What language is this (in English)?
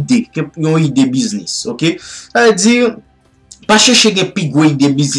Haitian Creole